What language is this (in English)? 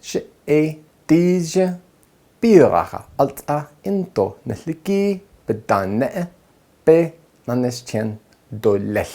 Navajo